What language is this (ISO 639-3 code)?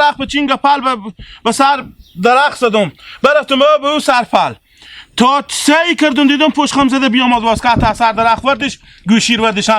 haz